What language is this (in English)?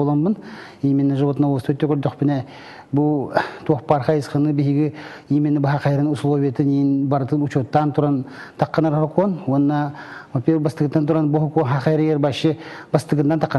Yakut